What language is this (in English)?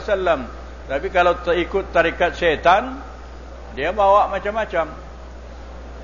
Malay